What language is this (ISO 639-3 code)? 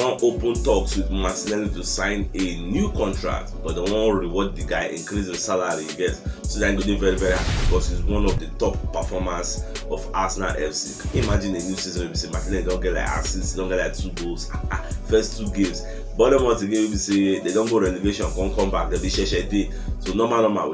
pcm